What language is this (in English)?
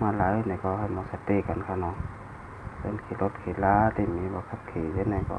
Shan